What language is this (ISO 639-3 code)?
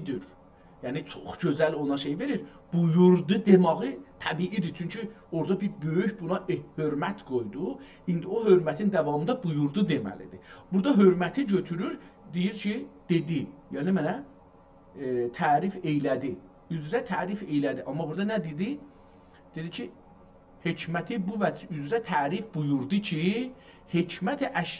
azb